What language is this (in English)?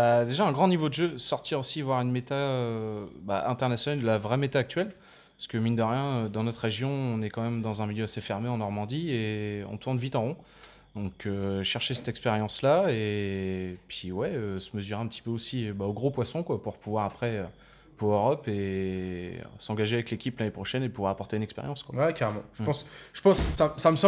French